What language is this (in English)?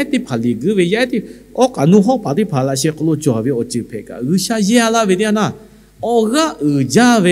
Lahu